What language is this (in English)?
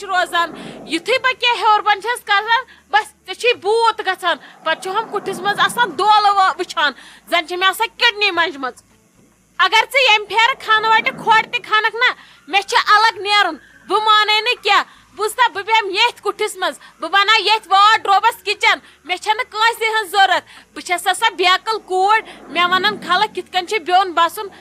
Kashmiri